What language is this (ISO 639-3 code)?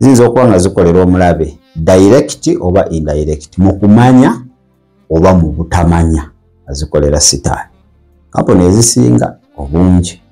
lug